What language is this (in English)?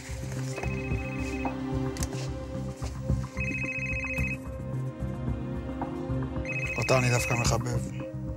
Hebrew